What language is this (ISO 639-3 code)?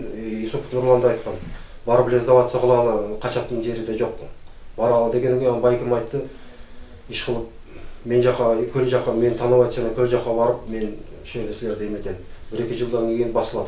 kir